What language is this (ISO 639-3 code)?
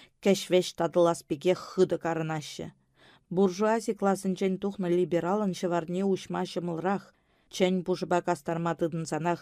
chv